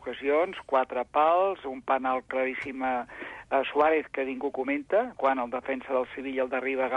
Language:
Catalan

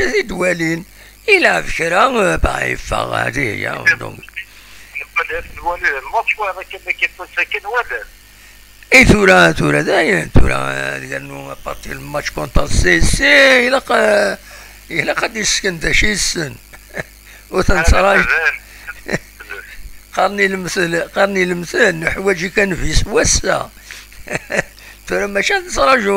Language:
Kabyle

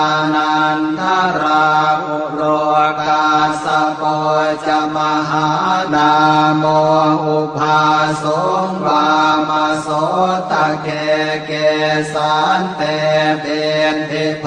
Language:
Pali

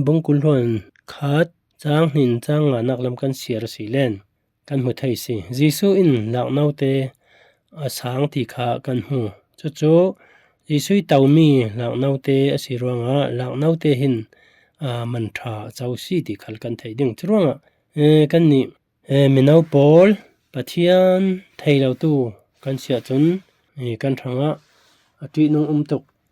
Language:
Falam Chin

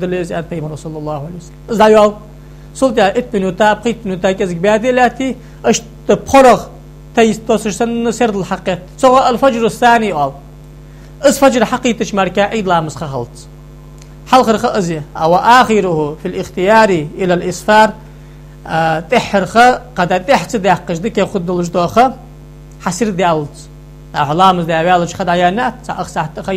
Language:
Ingush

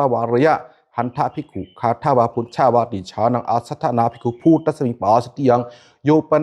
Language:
Pali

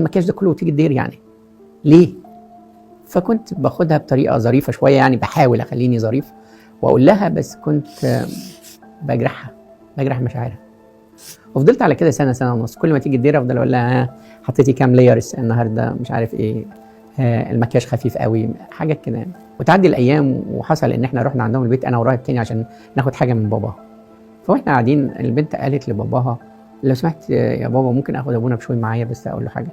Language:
Egyptian Arabic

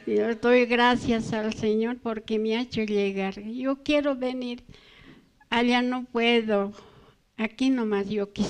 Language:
Aymara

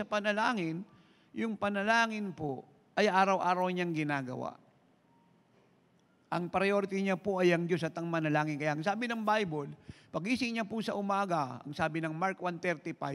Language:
Filipino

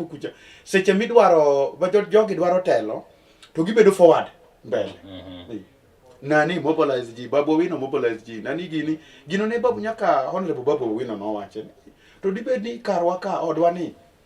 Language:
Luo (Kenya and Tanzania)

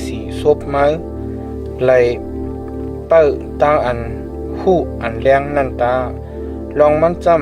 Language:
Shan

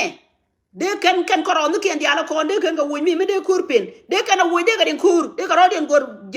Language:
Nuer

